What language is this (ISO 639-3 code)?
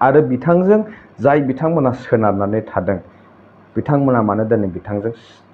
brx